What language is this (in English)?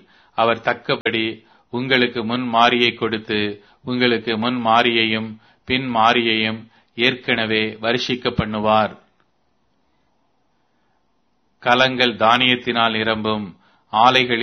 Tamil